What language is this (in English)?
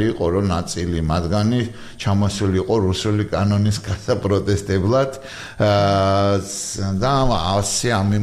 Georgian